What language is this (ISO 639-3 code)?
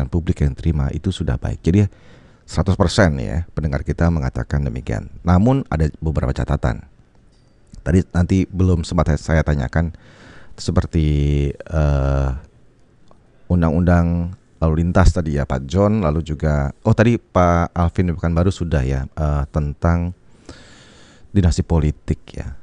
ind